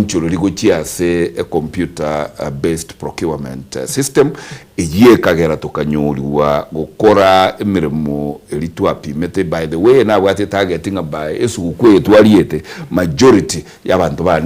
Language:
Gusii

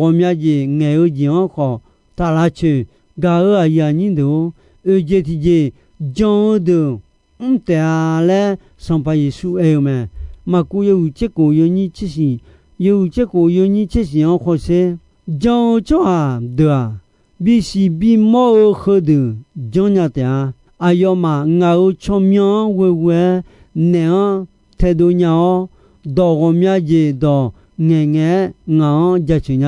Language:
Akha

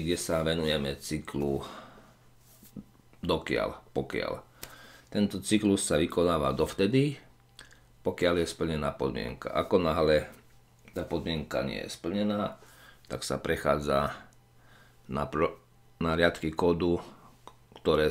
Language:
Slovak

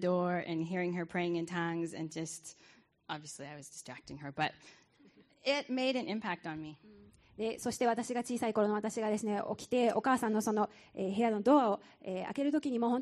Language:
Japanese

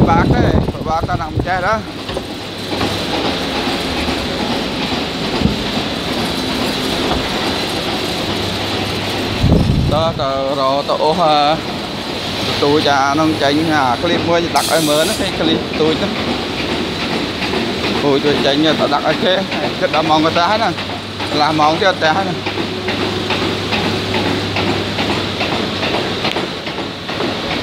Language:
Vietnamese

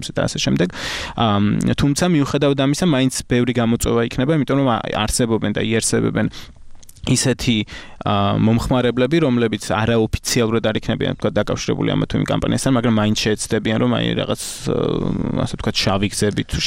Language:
Georgian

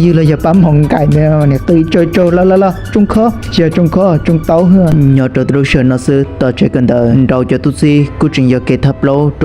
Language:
Hmong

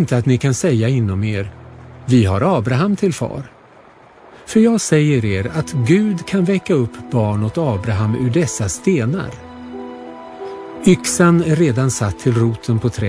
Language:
Swedish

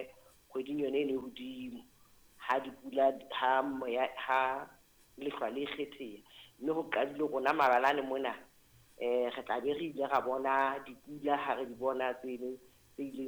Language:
Southern Sotho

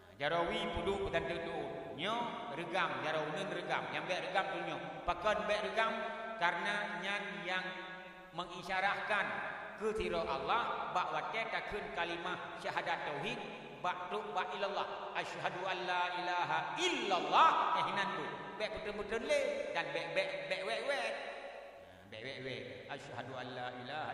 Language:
Achinese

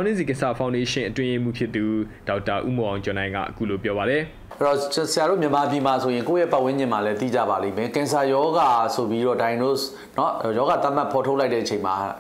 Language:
Burmese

